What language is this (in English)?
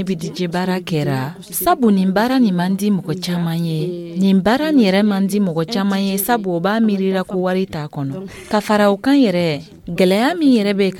Dyula